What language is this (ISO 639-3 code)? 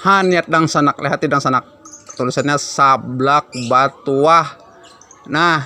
bjn